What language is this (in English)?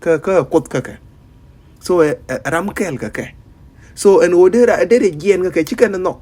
Nuer